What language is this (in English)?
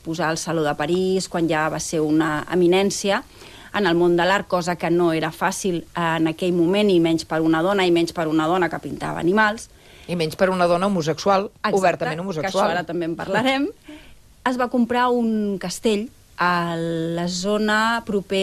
Catalan